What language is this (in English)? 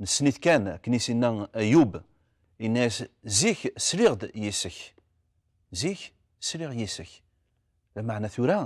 Kabyle